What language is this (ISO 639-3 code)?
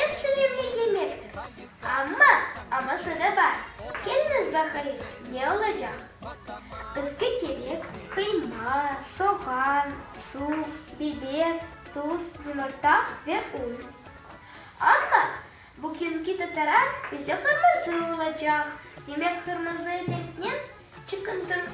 crh